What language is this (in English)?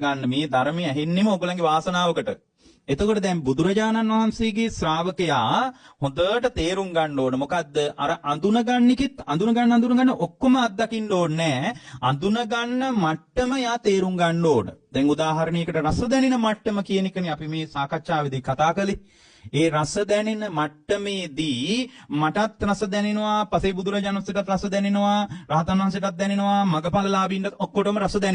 Sinhala